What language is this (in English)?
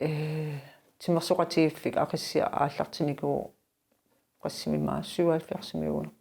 Kalaallisut